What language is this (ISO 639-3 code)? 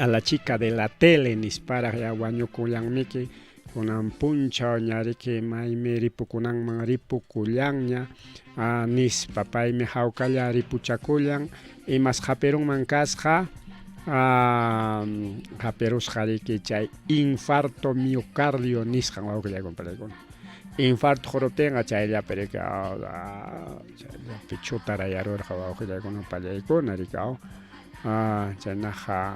quy